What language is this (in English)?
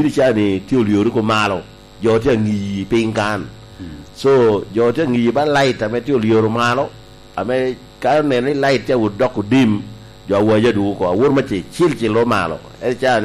Lango (Uganda)